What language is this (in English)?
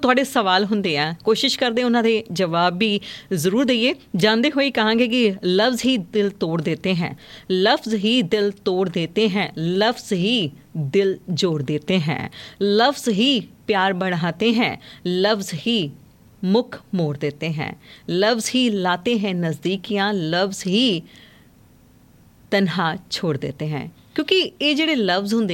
Punjabi